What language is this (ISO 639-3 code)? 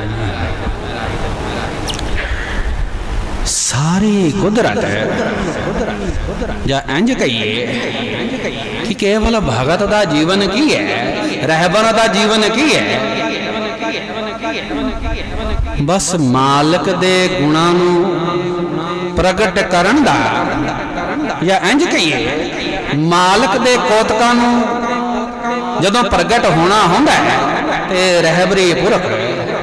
pan